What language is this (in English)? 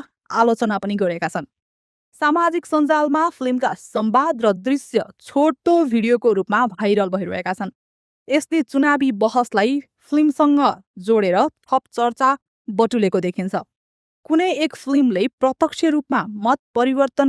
Nepali